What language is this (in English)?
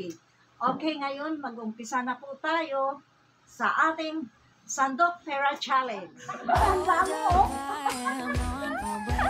Filipino